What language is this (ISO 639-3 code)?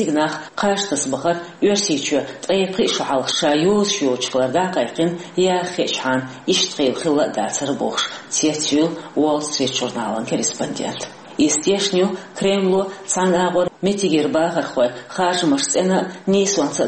che